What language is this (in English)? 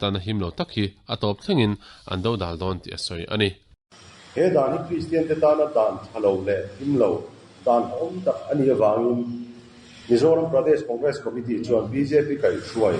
Mizo